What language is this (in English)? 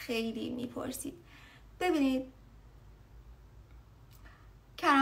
Persian